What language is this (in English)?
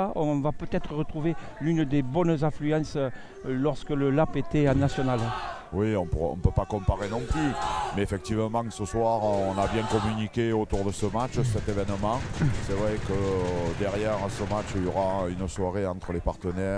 French